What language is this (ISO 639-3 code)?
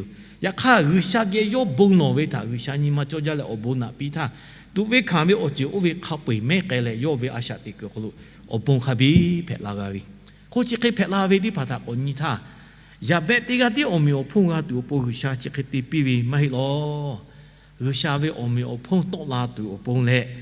lhu